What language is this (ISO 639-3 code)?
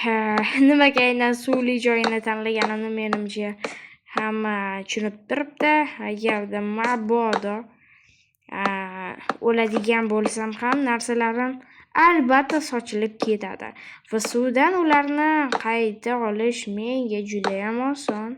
uzb